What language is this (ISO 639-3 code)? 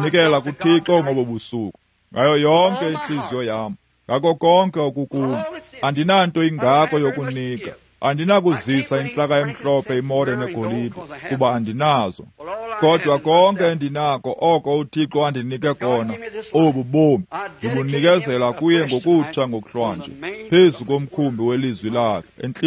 xho